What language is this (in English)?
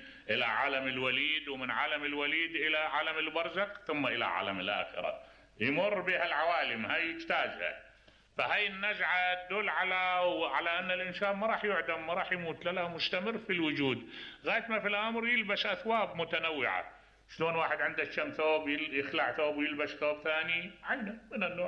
Mesopotamian Arabic